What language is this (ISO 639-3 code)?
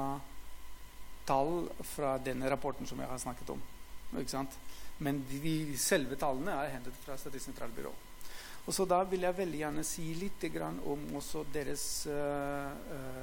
nor